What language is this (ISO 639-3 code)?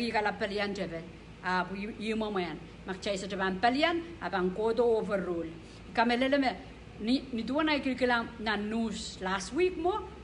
pon